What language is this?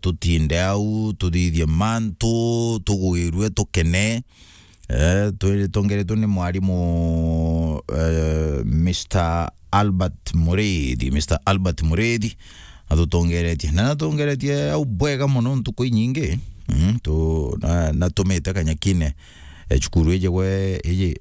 Meru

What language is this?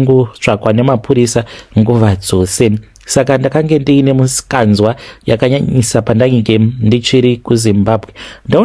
Shona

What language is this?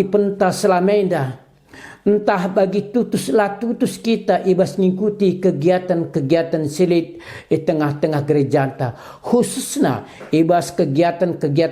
Batak Karo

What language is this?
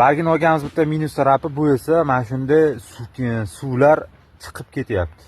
Uzbek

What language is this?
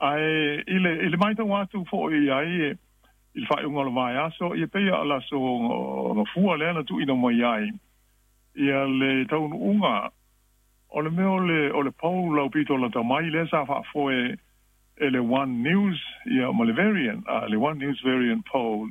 Samoan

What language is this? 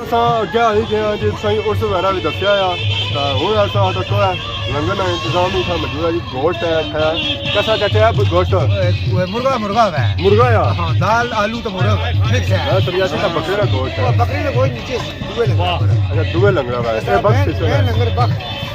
Pahari-Potwari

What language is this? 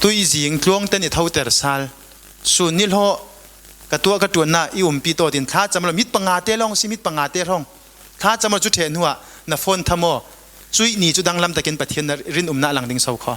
Falam Chin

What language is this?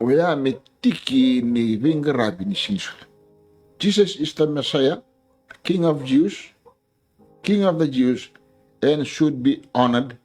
Fijian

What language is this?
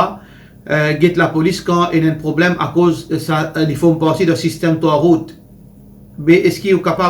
Morisyen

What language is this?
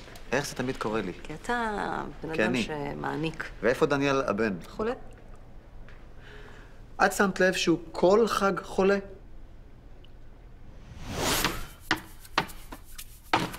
Hebrew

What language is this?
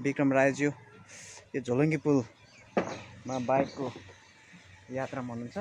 Nepali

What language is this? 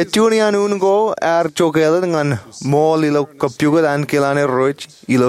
Marshallese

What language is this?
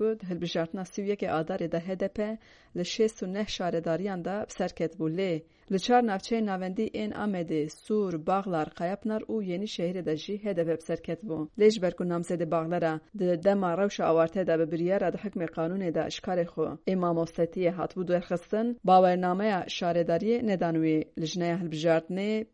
Kurdish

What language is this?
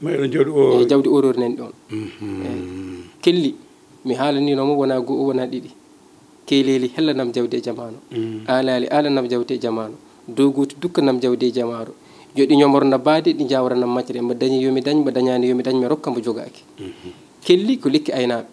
Fula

